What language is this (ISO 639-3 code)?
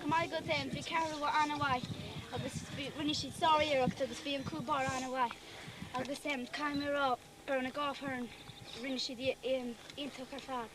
gle